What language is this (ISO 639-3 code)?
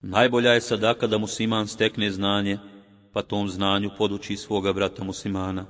bos